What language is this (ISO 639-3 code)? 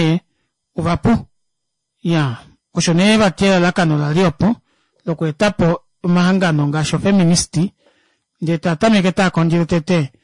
kua